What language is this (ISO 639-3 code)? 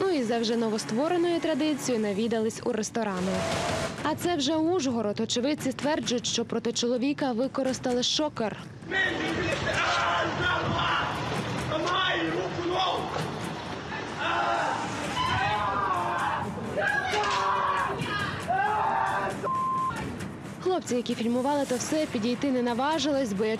ukr